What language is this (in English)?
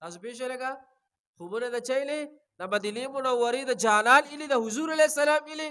Pashto